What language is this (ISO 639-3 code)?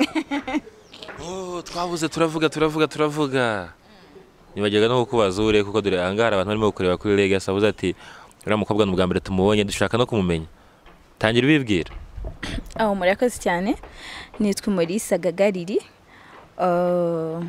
kin